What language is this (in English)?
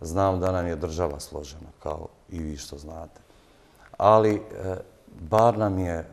Bosnian